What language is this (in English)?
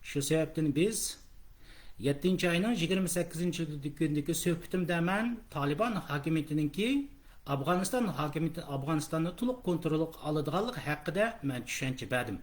Uyghur